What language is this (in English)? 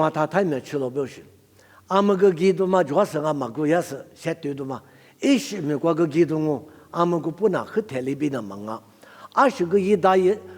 Lisu